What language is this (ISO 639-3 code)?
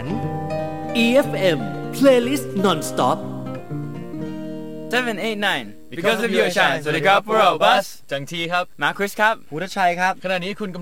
tha